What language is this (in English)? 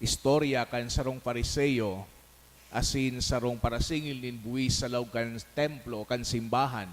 Bikol